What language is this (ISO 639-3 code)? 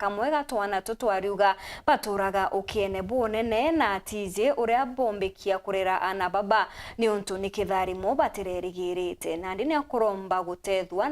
mer